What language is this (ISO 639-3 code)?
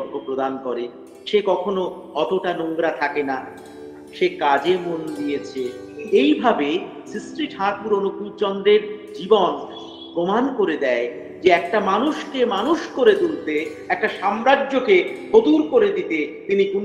ben